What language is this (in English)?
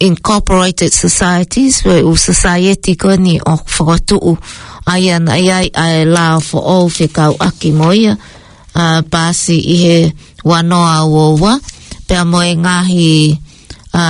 Tongan